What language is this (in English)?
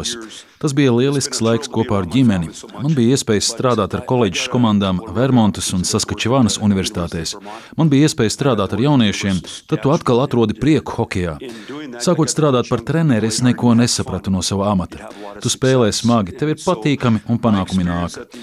Latvian